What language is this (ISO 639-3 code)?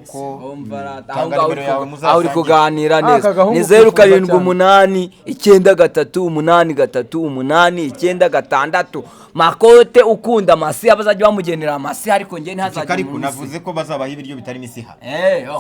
kin